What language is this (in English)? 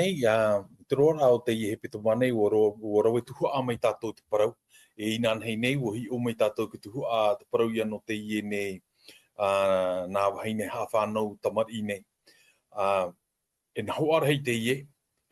Tahitian